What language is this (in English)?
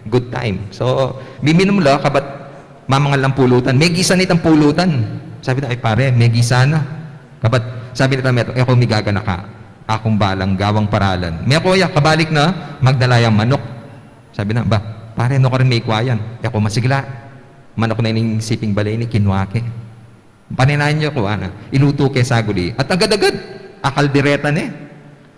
Pampanga